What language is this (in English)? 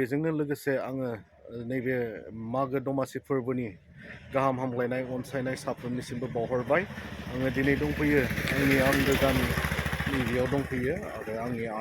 Bodo